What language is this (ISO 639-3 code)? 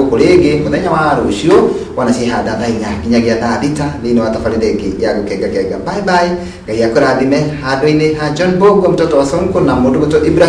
kik